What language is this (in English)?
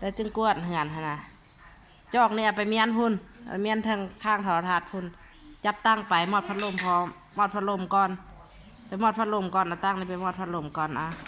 Lao